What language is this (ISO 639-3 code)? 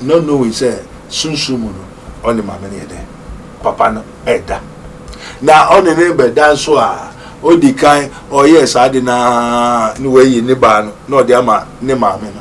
aka